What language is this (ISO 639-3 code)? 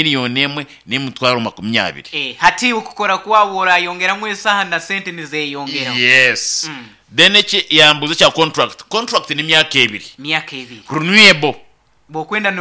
nyn